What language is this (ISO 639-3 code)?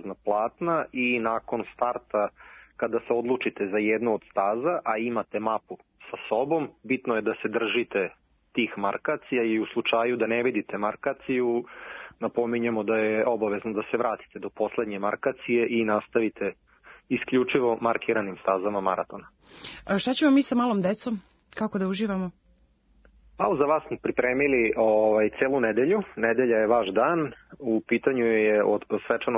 srp